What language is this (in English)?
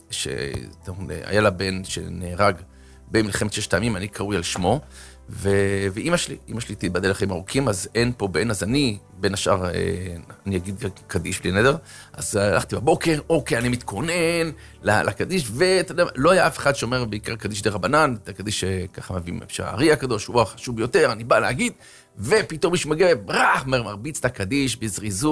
Hebrew